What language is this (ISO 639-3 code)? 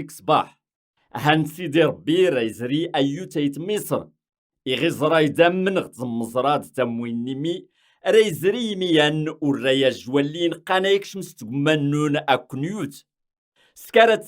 kab